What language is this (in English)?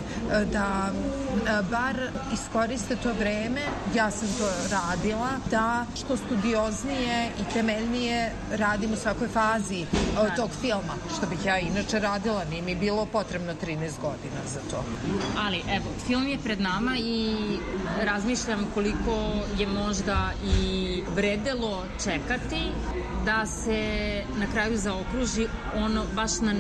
Serbian